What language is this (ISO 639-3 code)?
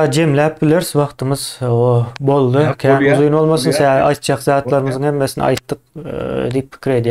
tuk